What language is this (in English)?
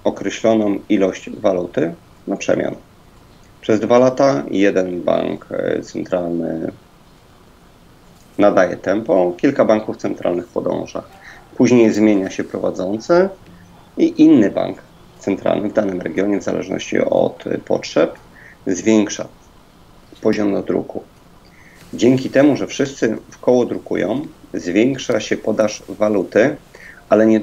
Polish